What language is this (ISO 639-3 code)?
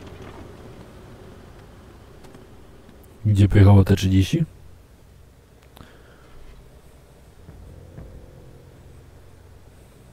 pol